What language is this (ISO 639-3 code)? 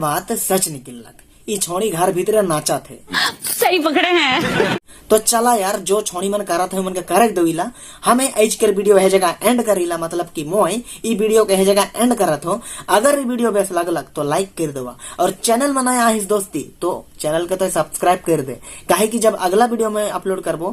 sck